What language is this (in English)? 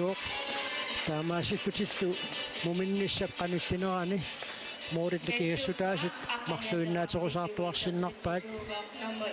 Kalaallisut